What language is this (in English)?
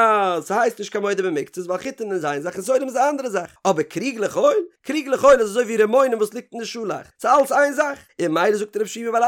Yiddish